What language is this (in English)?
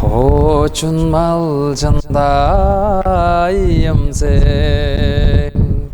Tuvinian